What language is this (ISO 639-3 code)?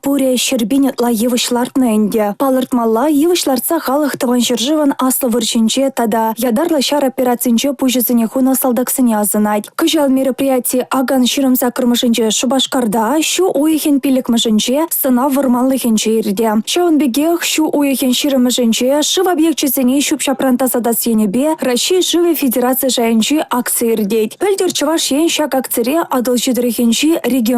chv